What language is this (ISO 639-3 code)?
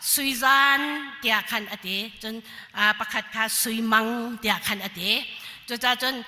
cnh